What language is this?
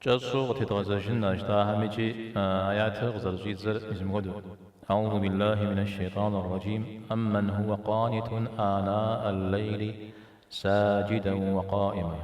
Kabardian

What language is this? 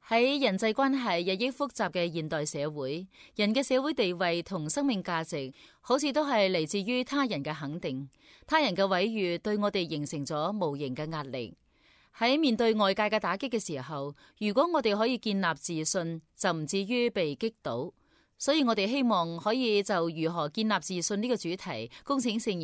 Cantonese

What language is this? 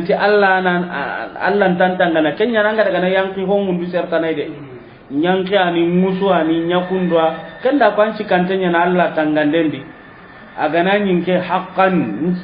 Soninke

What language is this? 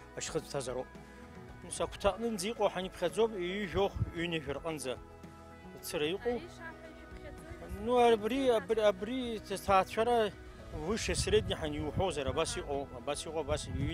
Abkhazian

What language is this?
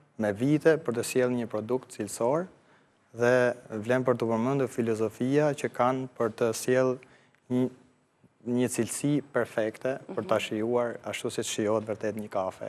Albanian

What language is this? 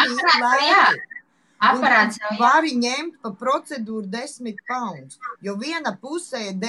Latvian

